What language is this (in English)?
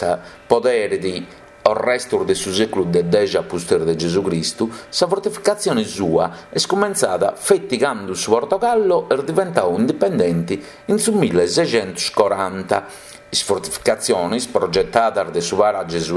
Sardinian